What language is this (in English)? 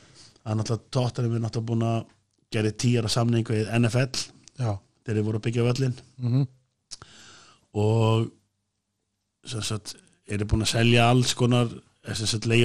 Icelandic